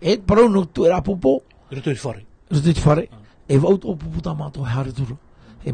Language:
Tahitian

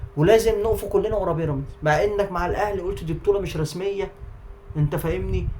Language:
Egyptian Arabic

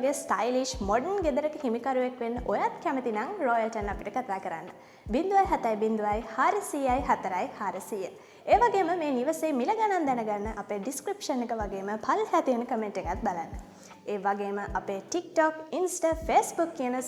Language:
Sinhala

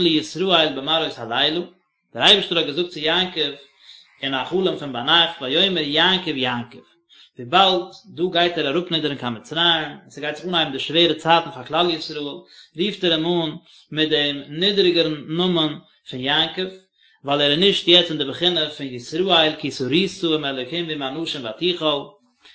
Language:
Yiddish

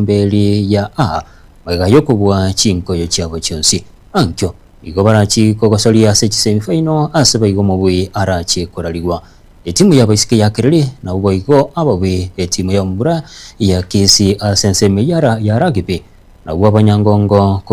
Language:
Gusii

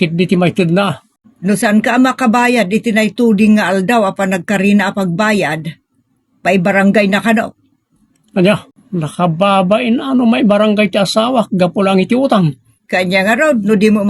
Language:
Iloko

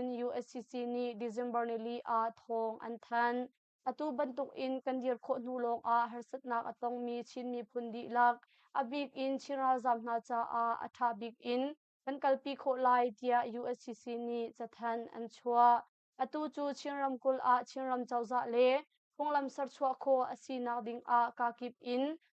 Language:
Hakha Chin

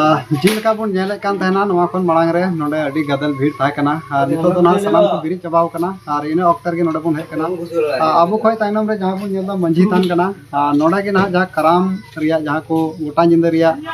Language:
Santali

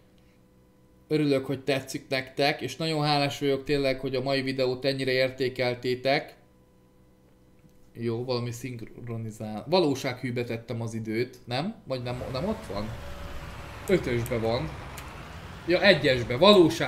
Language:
Hungarian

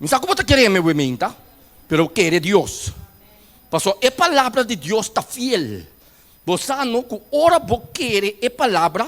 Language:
Papiamento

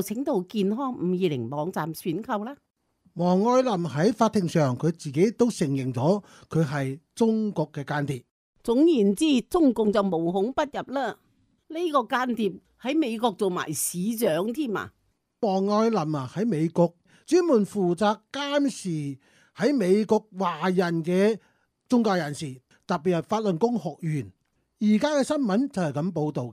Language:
Cantonese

